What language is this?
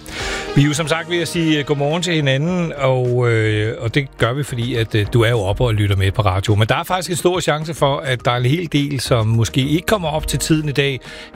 Danish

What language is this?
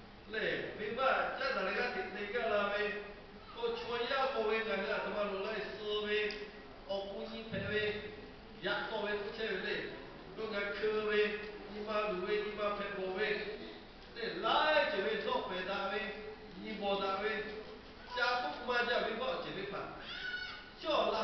Lahu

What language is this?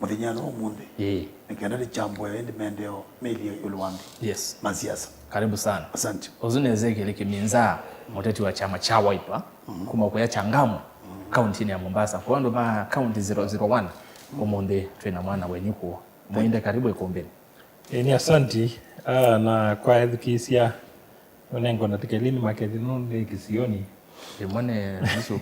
Kamba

